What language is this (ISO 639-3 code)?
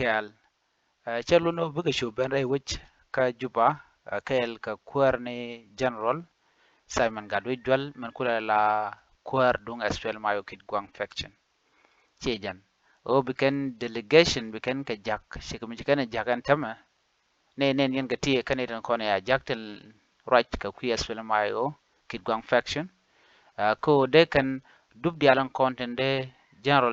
nus